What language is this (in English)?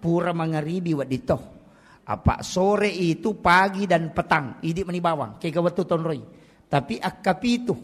Buginese